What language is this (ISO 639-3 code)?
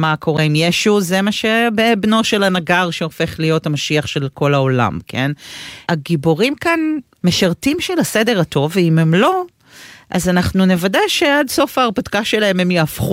heb